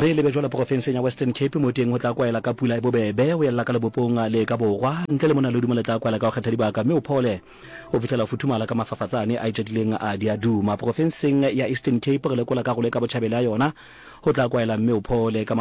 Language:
Tswana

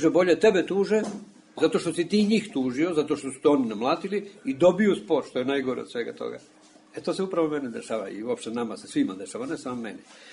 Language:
Serbian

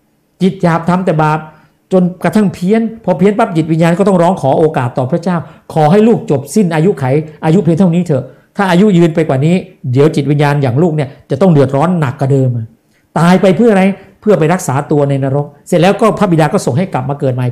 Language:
Thai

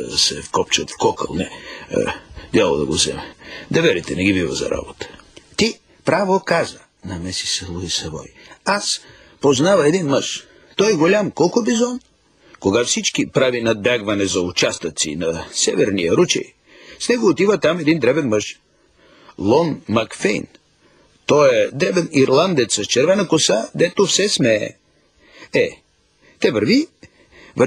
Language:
Bulgarian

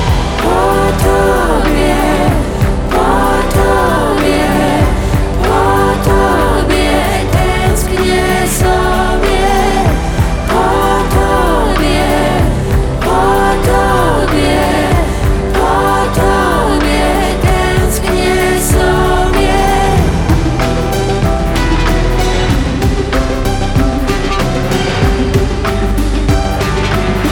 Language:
Polish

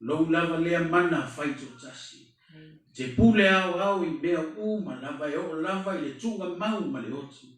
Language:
Samoan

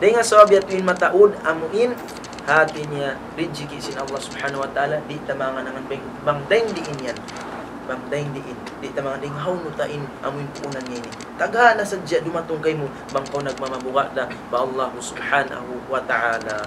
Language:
Tausug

